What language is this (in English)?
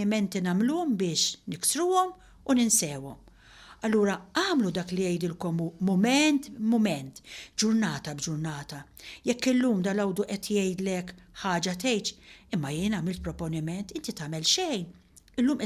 Maltese